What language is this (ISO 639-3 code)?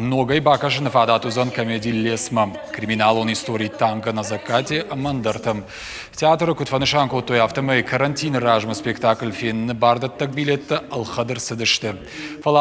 oss